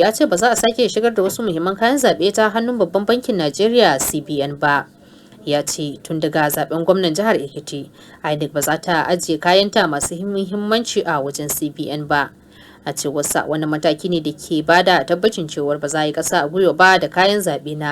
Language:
Hausa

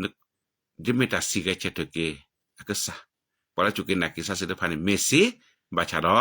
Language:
S'gaw Karen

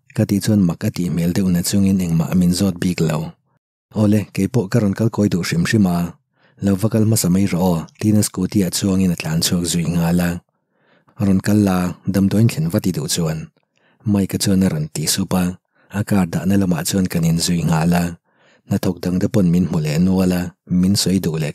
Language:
Mizo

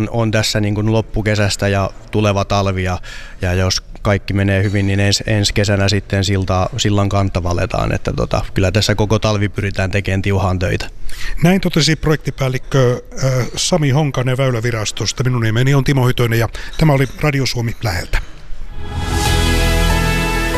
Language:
Finnish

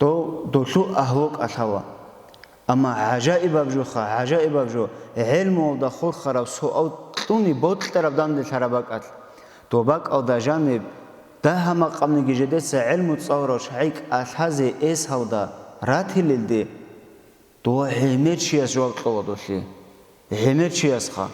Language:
Avaric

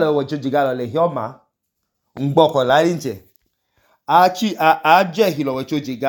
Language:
Idoma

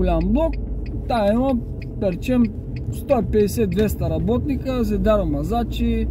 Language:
Bulgarian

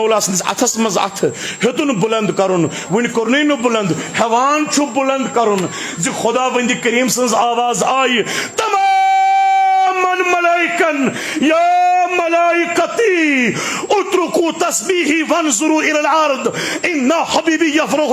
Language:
Kashmiri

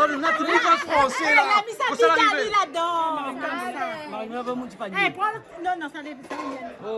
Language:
Réunion Creole French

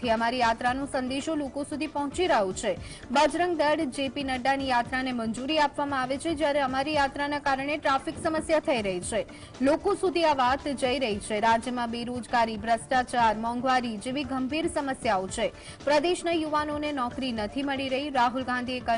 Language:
Gujarati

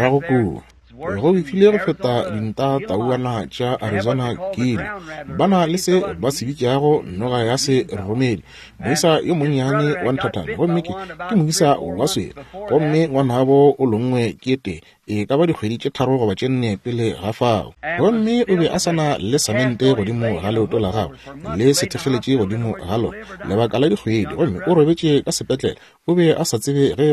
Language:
Northern Sotho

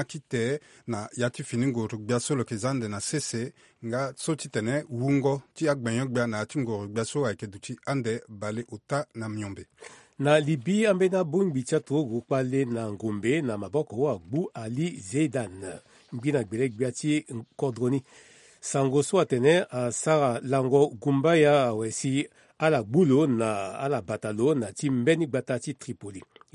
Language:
Sango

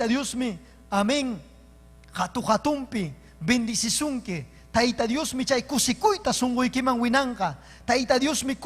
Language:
Ayacucho Quechua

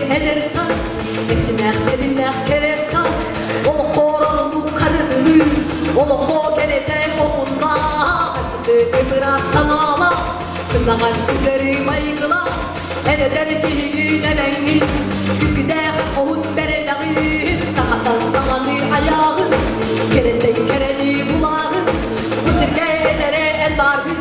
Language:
Yakut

